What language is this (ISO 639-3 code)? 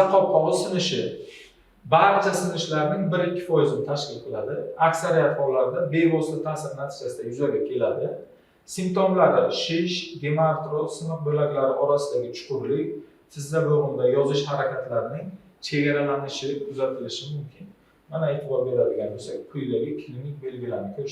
uzb